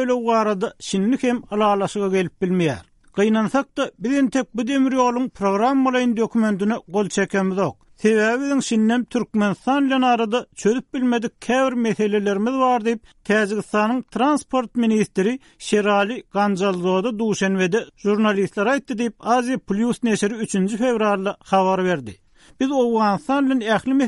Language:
Turkmen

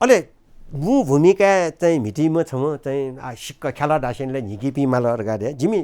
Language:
Newari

